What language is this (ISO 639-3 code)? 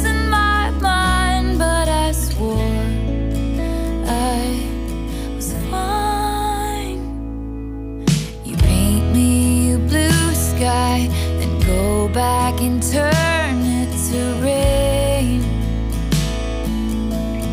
eng